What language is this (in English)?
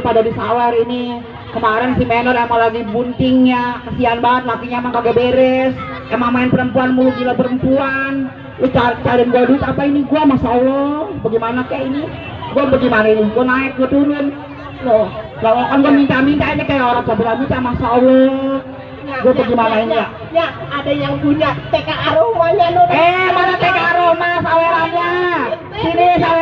Betawi